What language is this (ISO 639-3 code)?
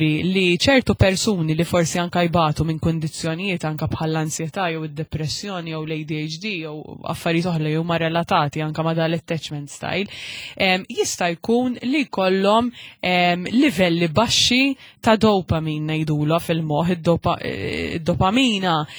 mlt